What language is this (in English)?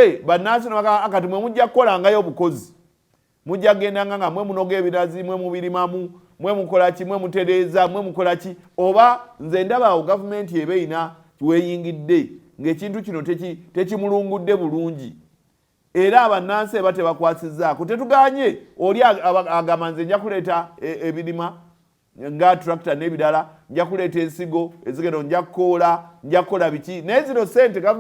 Ganda